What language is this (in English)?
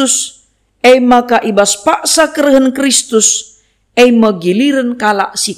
Batak Karo